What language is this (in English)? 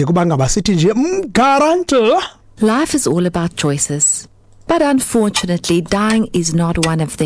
Xhosa